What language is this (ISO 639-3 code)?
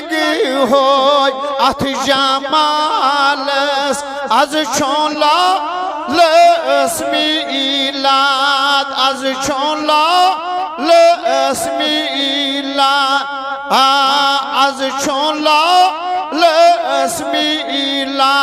kas